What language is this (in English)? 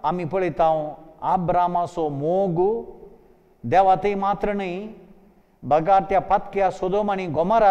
Konkani